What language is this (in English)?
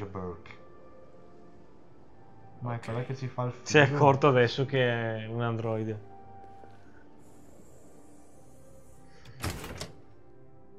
Italian